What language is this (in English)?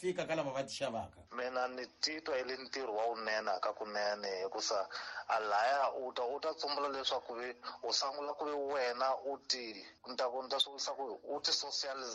Tsonga